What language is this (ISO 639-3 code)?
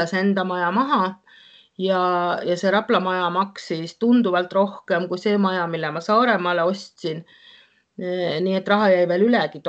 est